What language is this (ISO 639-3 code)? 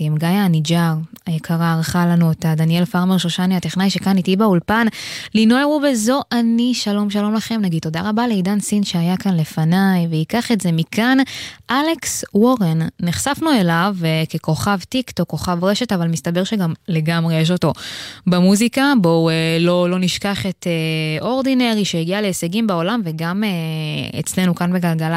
heb